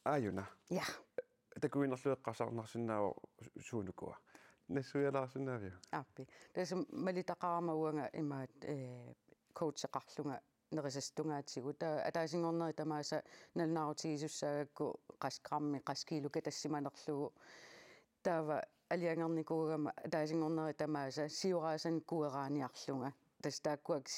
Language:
Kalaallisut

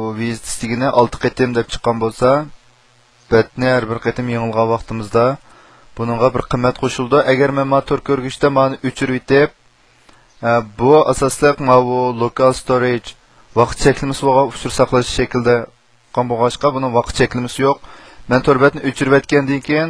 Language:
Uyghur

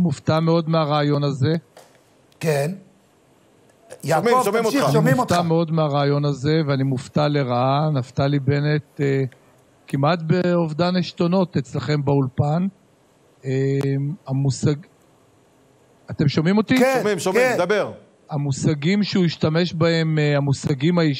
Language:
Hebrew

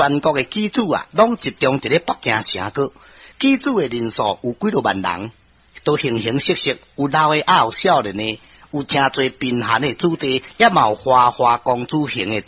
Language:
Min Nan Chinese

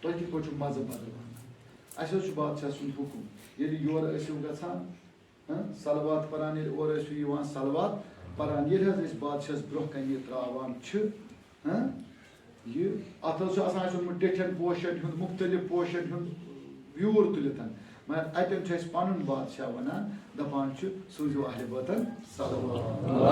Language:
Kashmiri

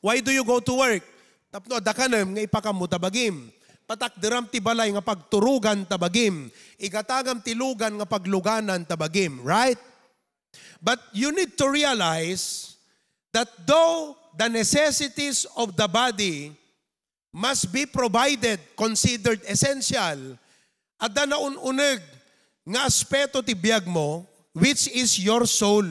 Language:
Iloko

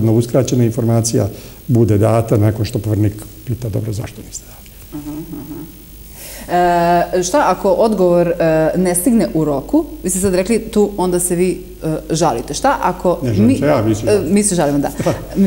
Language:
Serbian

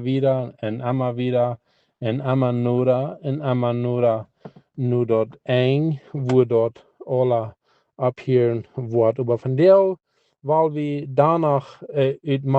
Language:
Plautdietsch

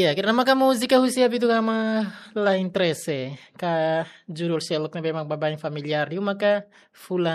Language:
Tetum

